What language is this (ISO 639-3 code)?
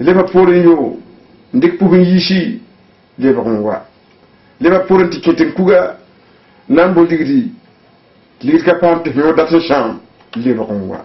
mos